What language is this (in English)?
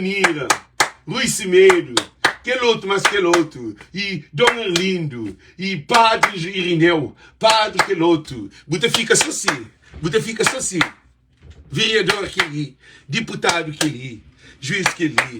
Kabuverdianu